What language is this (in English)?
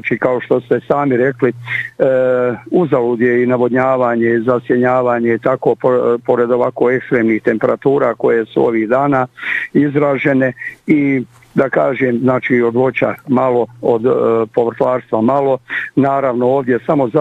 Bosnian